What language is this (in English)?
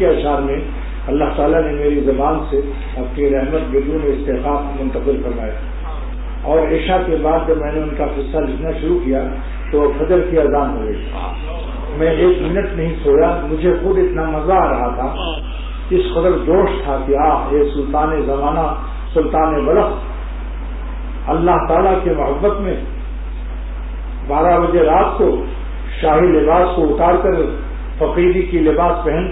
Urdu